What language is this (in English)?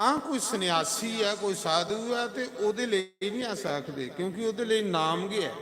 Dogri